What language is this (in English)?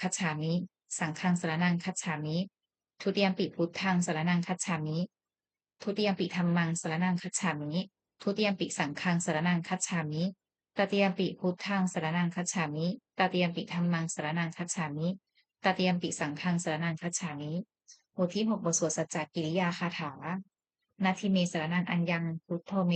Pali